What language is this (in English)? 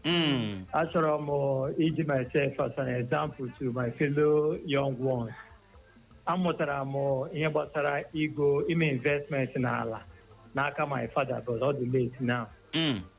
Igbo